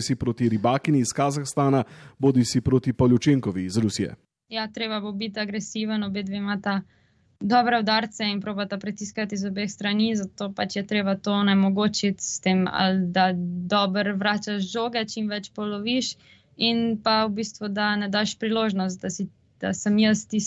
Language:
Slovenian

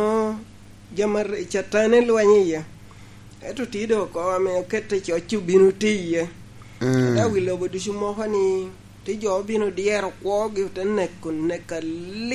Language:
Lango (Uganda)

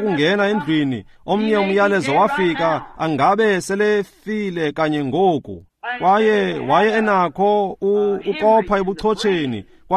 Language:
Xhosa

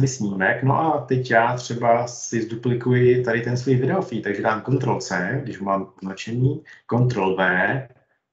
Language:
Czech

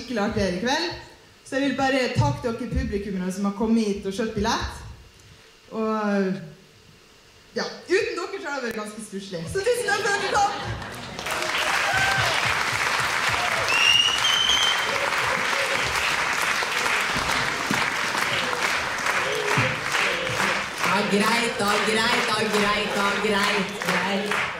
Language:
Norwegian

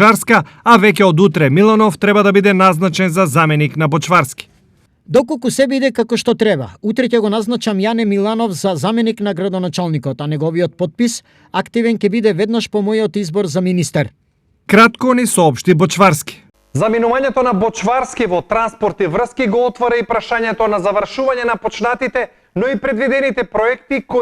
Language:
Macedonian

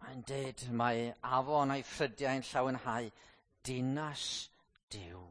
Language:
Welsh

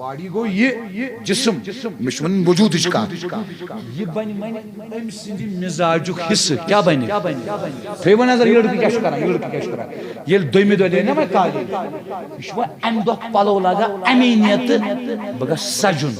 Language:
Kashmiri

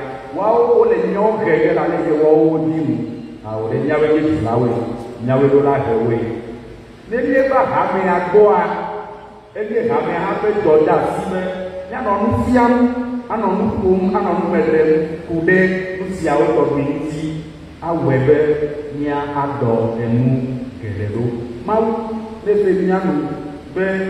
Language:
Ewe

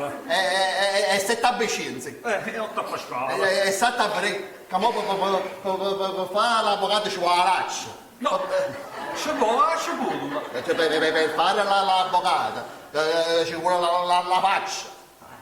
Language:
Neapolitan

